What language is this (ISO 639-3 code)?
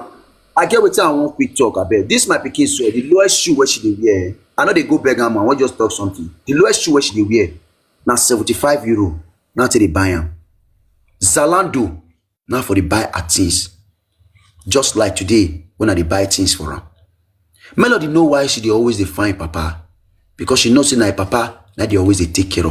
pcm